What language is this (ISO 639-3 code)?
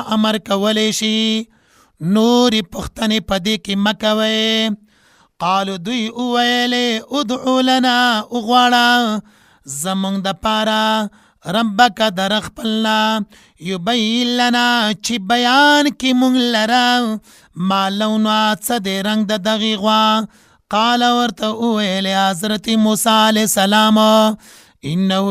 pus